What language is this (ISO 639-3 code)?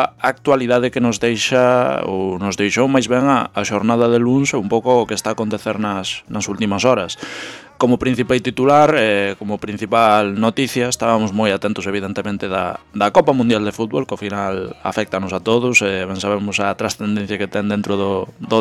glg